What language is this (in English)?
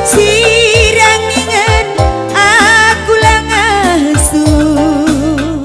Batak Karo